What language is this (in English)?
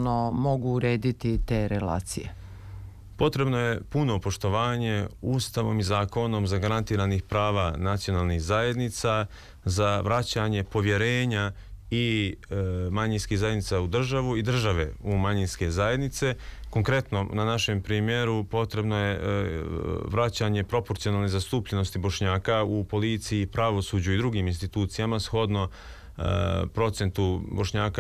Serbian